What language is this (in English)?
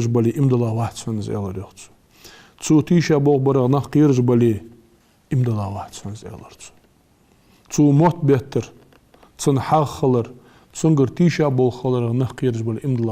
Ingush